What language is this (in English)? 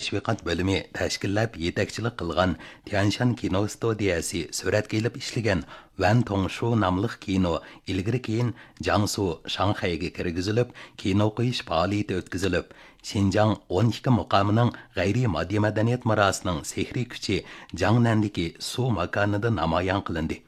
Uyghur